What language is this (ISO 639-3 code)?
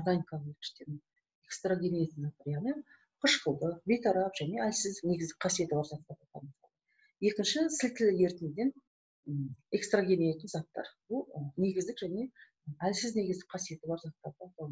kaz